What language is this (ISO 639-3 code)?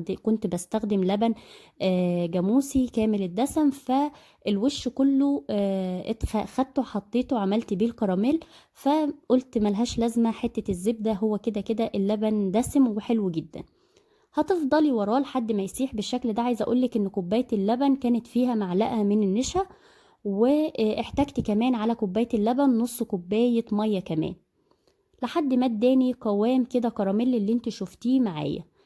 arz